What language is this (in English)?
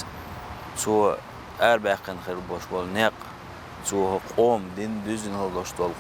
Chechen